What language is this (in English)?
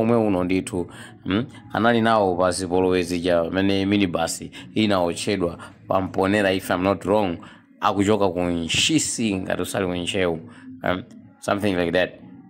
Nyanja